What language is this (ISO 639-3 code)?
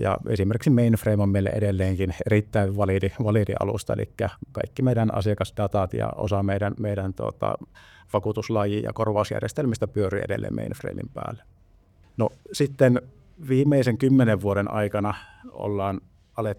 fin